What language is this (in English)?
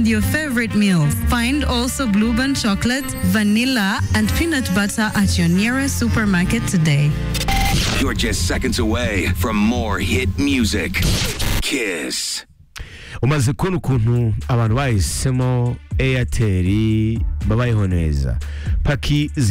Kinyarwanda